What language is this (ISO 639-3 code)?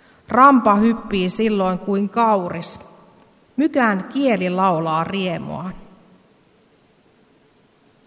fin